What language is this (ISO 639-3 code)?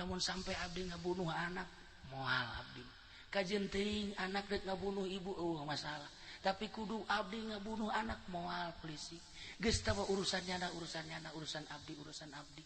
sun